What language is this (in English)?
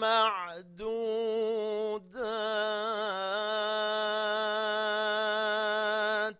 Divehi